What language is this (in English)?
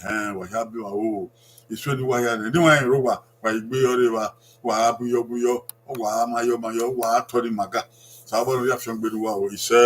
Bini